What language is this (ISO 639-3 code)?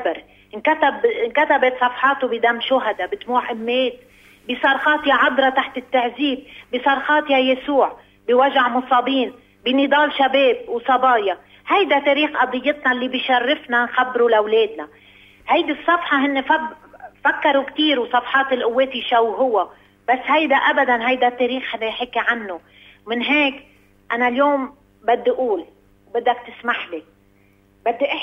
apc